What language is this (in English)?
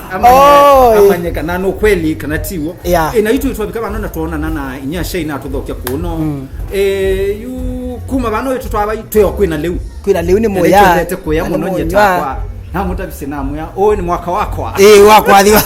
Kamba